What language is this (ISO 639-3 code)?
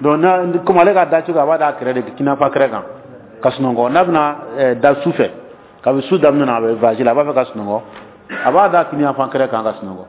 dyu